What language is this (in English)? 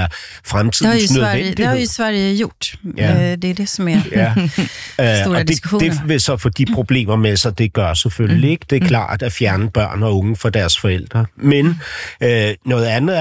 Danish